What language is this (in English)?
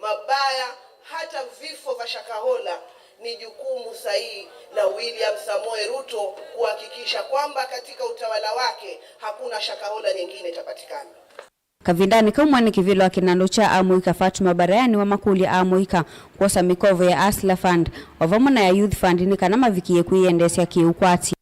Kamba